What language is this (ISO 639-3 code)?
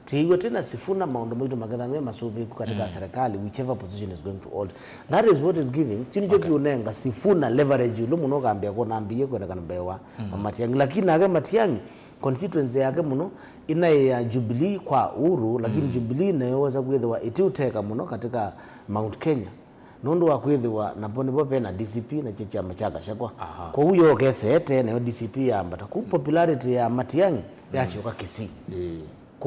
kam